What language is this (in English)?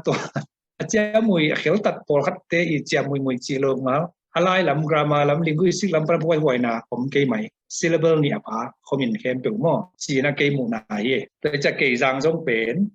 Tedim Chin